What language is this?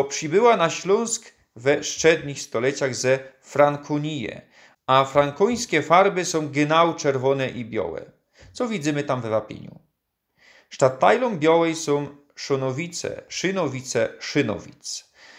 Silesian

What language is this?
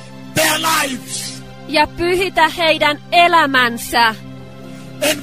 Finnish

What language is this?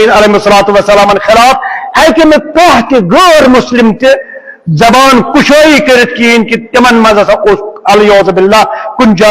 Kashmiri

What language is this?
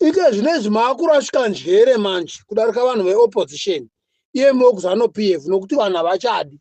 Shona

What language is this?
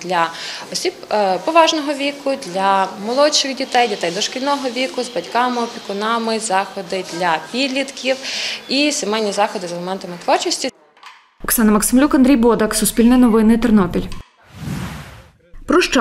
Ukrainian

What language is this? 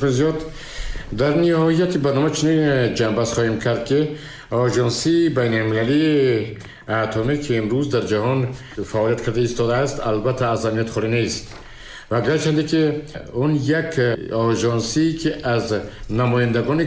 Tajik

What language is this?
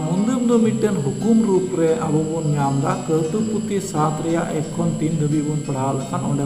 Santali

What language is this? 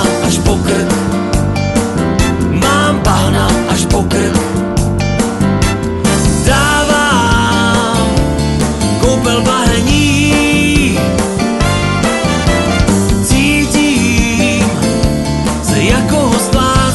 Czech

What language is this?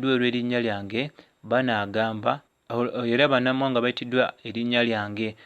Ganda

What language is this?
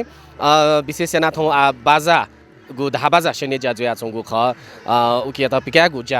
Newari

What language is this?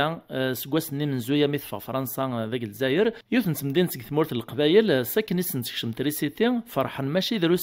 Kabyle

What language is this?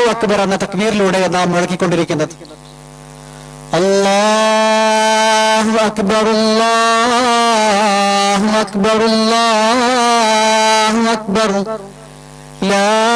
Malayalam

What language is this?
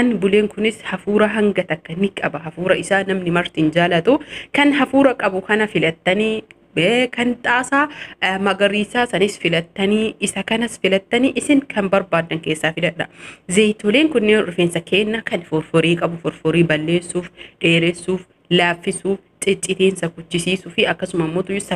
Oromo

